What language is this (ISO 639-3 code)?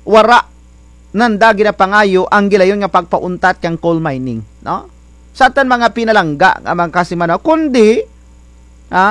krj